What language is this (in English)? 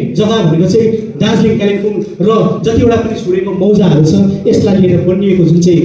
Nepali